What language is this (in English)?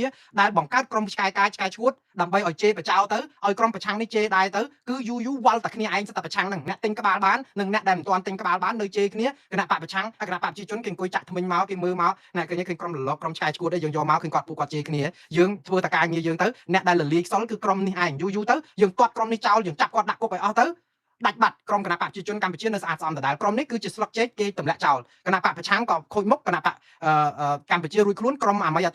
Khmer